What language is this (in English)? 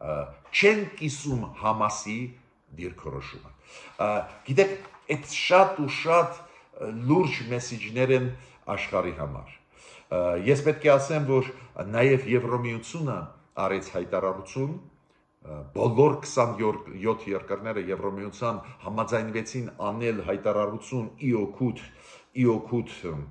Armenian